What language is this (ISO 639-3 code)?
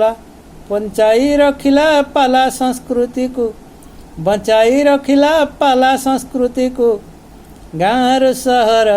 ori